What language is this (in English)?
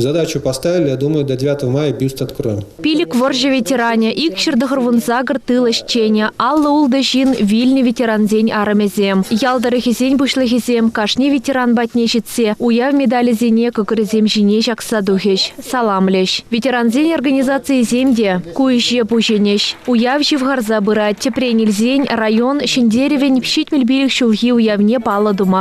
Chuvash